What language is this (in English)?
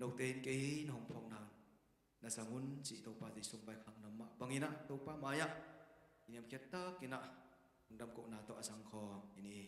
Tedim Chin